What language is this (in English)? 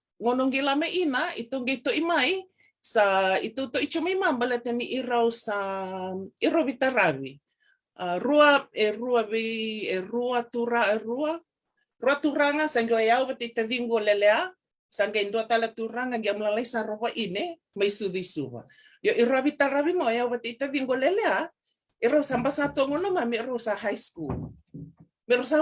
Fijian